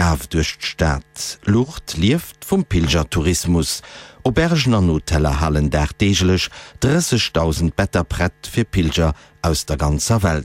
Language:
Luxembourgish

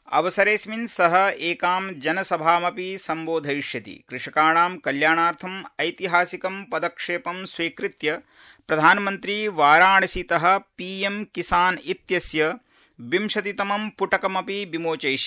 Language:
Sanskrit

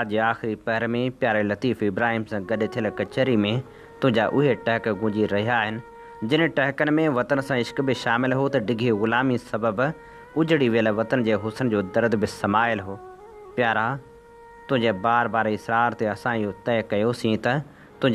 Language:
Sindhi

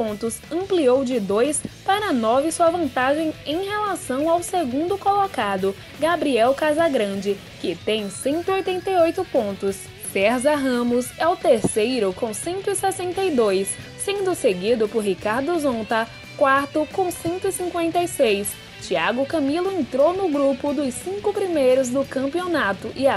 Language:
Portuguese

